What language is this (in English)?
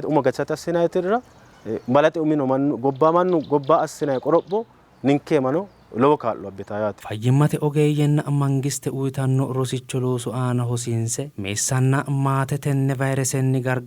Sidamo